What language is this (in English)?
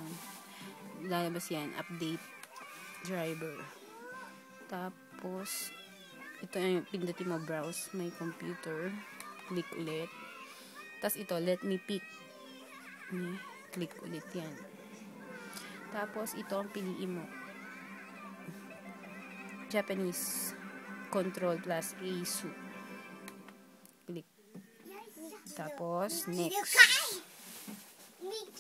Filipino